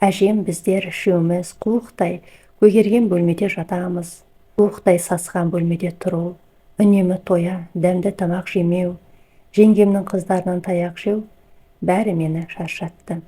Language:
Kazakh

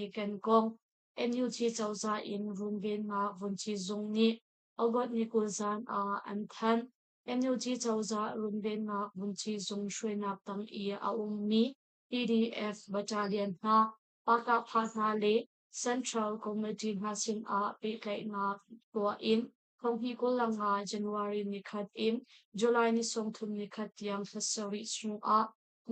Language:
Hakha Chin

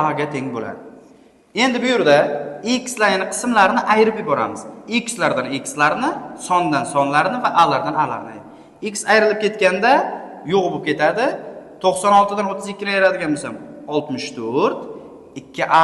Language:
Uzbek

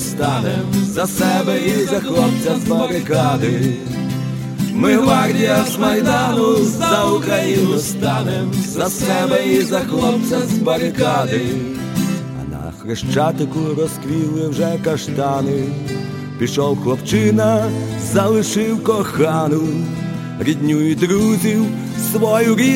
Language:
Ukrainian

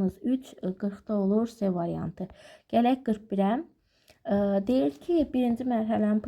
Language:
Azerbaijani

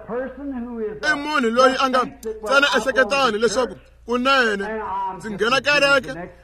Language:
Tsonga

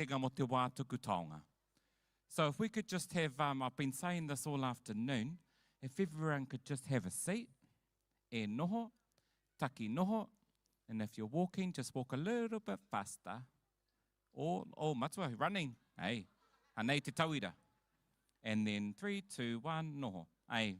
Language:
Māori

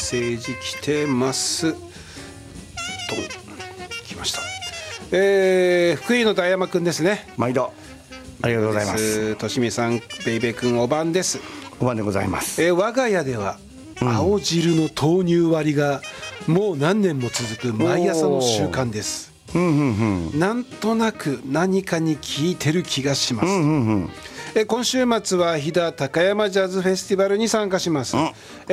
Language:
Japanese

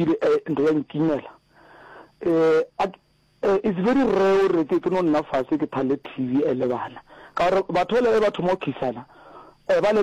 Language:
Northern Sotho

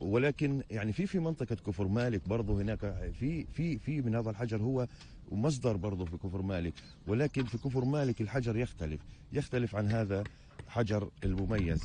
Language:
North Levantine Arabic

